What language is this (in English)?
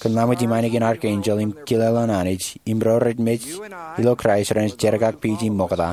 Marshallese